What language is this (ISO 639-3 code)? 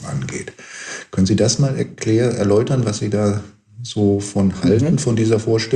deu